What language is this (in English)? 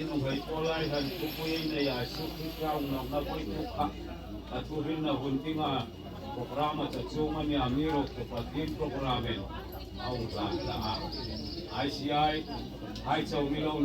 Hmar